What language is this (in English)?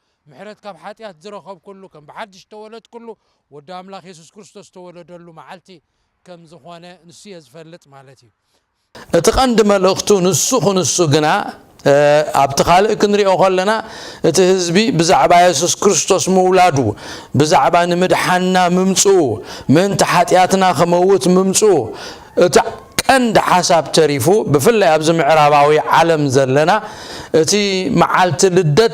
Tigrinya